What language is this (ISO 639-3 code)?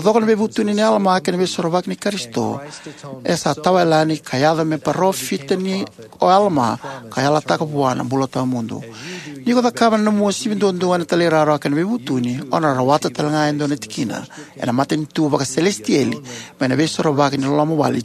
fij